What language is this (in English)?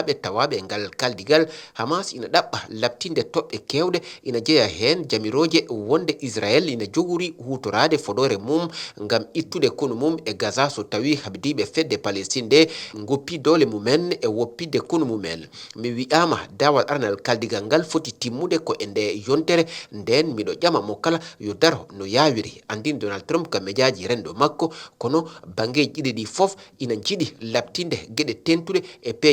Fula